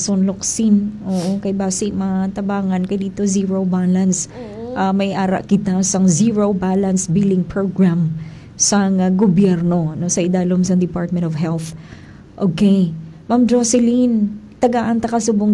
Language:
Hiligaynon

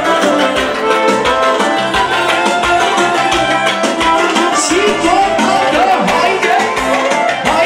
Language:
Romanian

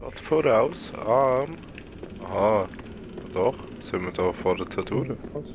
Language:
Swiss German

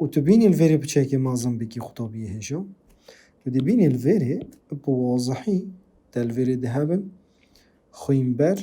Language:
Kurdish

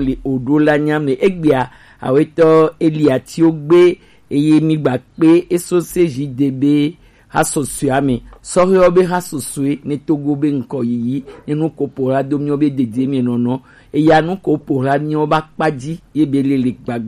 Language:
Gen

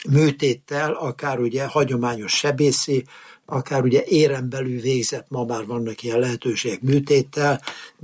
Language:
Hungarian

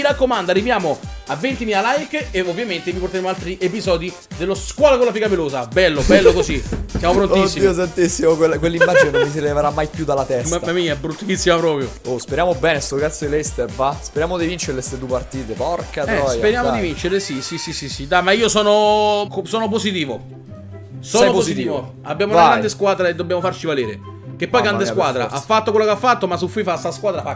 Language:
Italian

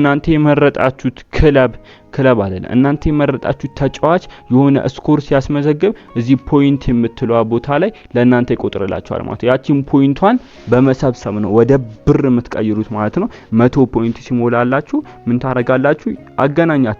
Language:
Amharic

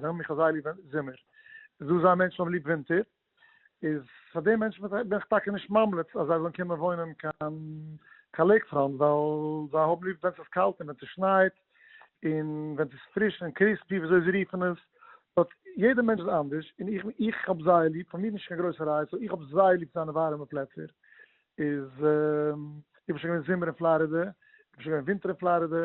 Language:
Yiddish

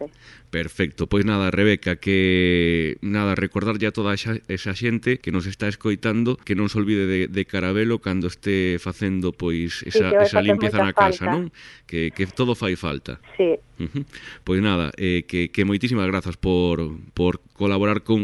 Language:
Galician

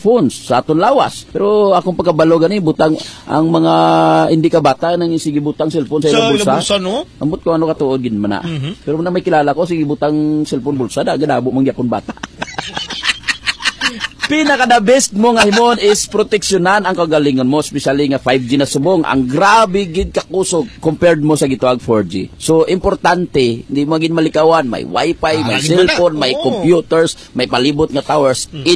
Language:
Hiligaynon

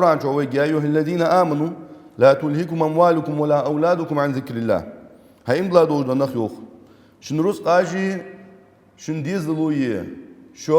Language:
Ingush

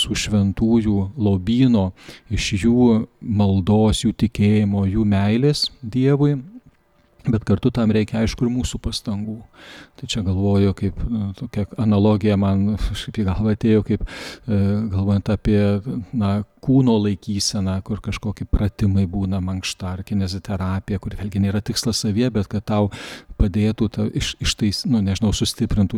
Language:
Lithuanian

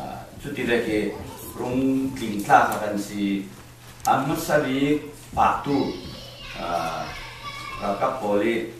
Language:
Falam Chin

